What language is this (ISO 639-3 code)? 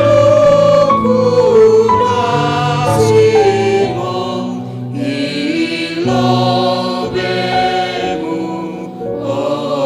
bts